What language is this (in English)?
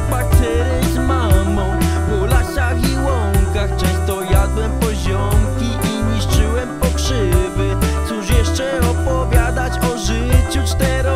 Polish